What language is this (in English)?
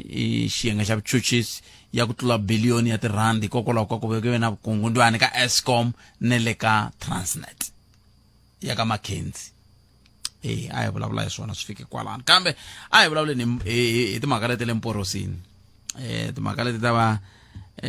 Tsonga